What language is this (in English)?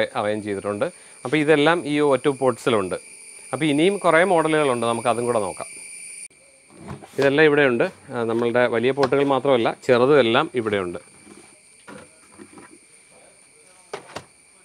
Malayalam